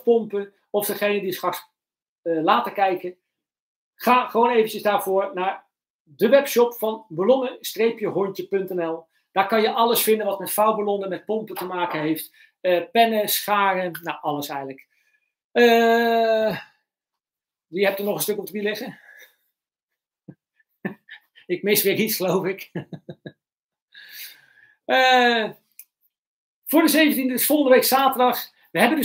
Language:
Dutch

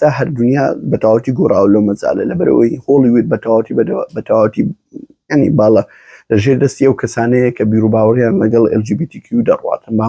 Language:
Central Kurdish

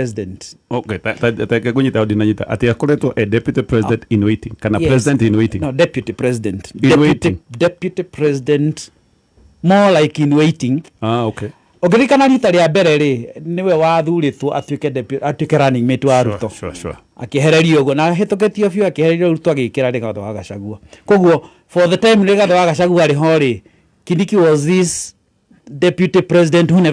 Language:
Kikuyu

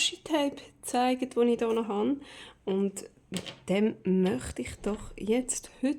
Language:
Swiss German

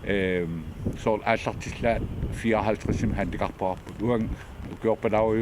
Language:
Kalaallisut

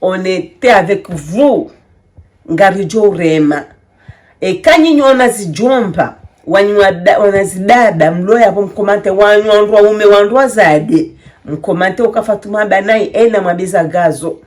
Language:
Ngazidja Comorian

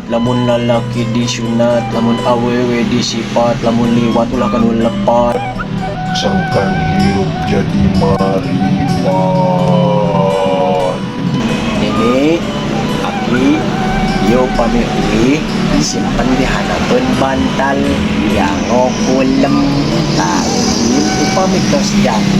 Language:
Sundanese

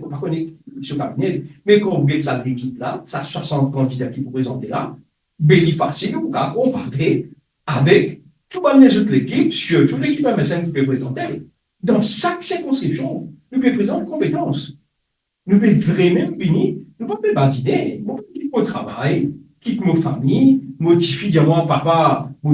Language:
Morisyen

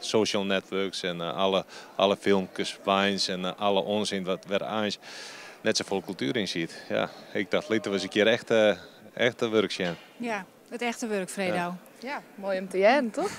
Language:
Western Frisian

